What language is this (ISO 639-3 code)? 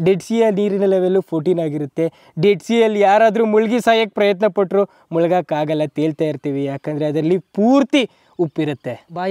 kan